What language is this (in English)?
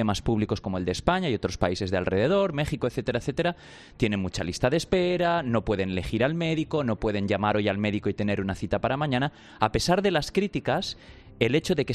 Spanish